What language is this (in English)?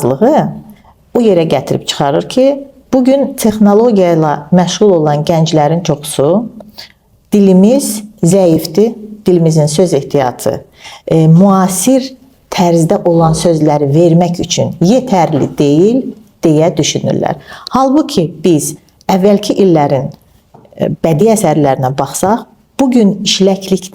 Azerbaijani